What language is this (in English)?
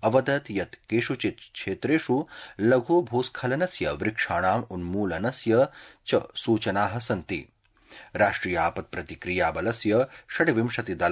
Sanskrit